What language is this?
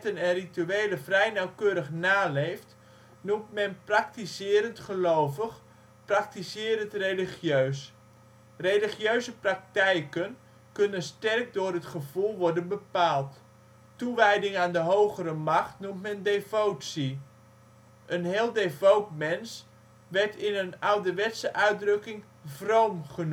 Dutch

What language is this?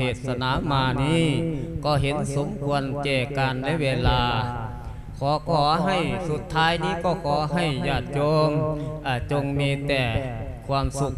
Lao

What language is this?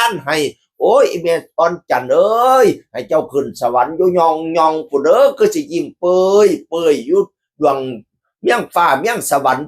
Northeastern Thai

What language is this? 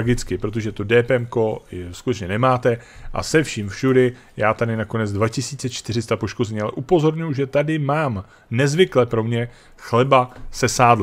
Czech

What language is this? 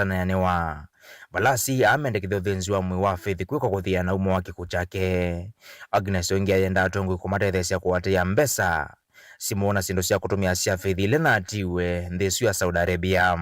Kamba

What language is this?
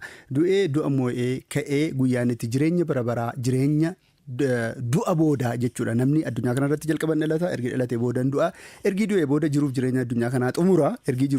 Oromo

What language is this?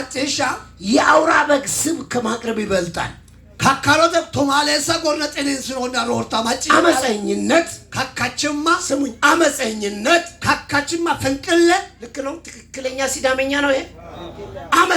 Amharic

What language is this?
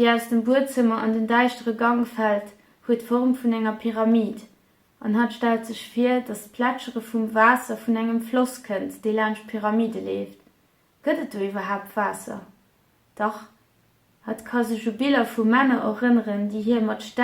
Luxembourgish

